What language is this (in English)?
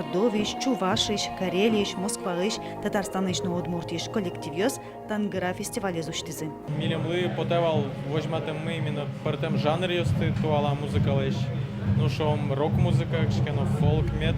Udmurt